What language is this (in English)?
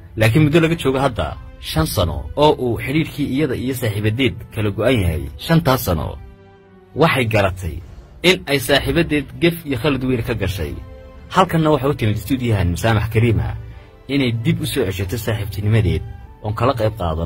Somali